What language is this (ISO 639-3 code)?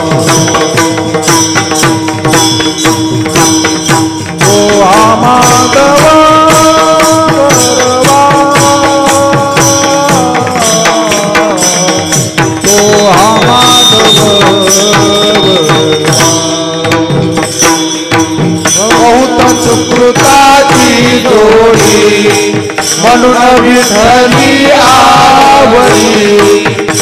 mar